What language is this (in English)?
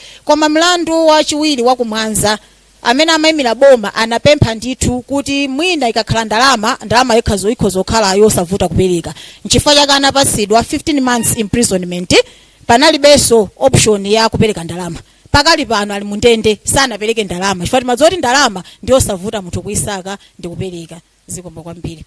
Nyanja